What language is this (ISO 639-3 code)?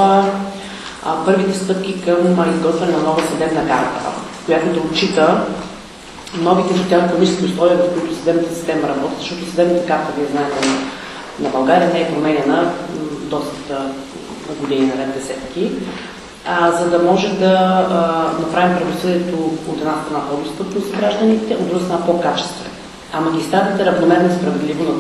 bul